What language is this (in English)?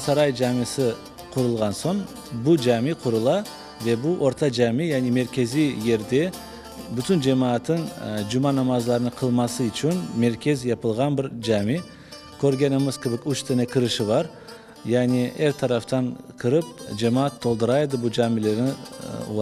Crimean Tatar